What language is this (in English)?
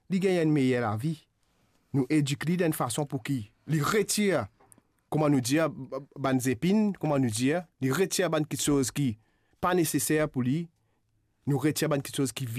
Morisyen